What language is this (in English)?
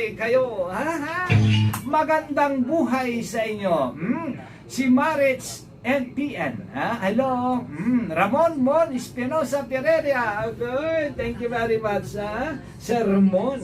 Pangasinan